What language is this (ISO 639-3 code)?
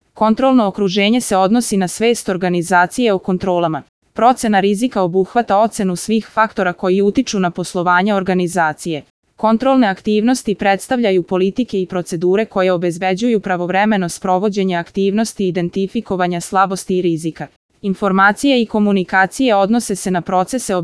srp